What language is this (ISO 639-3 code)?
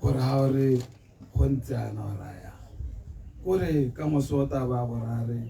tsn